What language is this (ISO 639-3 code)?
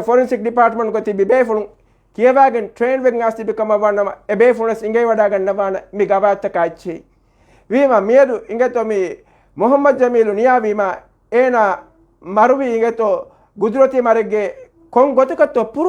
div